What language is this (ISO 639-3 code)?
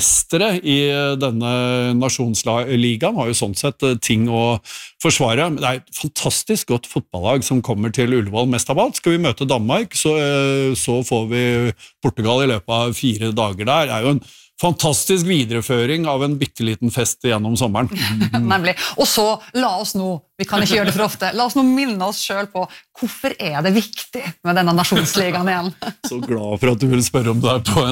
nor